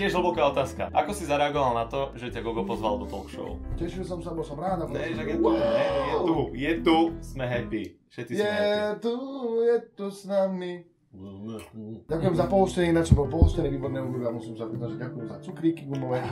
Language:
Slovak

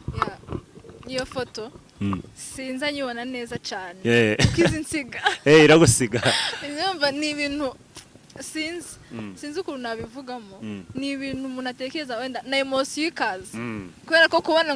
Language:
Kinyarwanda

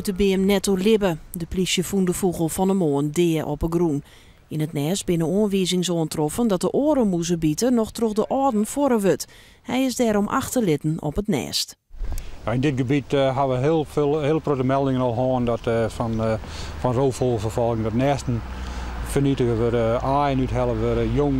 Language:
Western Frisian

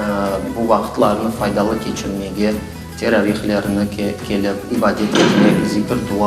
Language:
Crimean Tatar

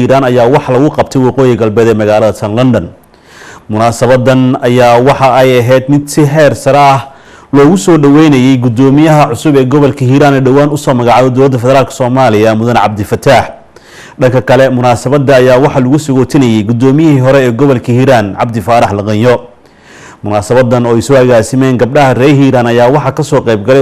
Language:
Somali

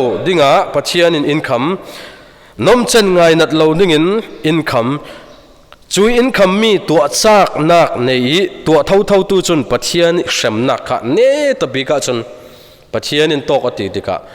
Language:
Falam Chin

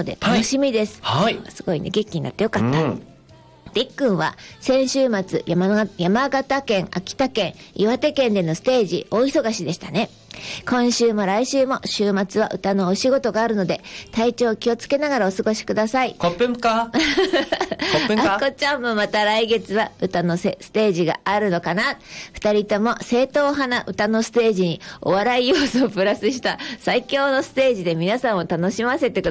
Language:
Japanese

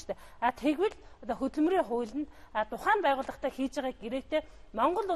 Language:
Mongolian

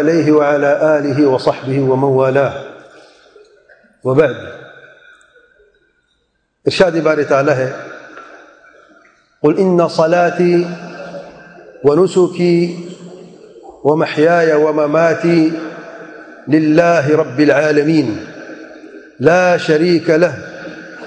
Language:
Urdu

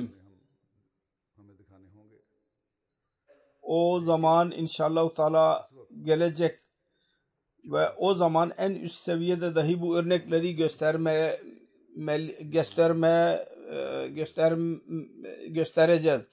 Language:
Turkish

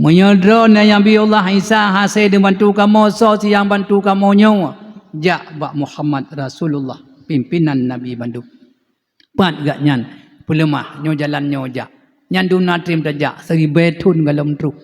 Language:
Achinese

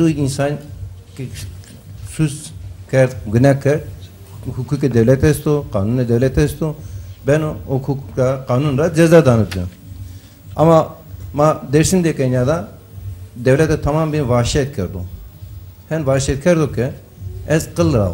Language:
Zaza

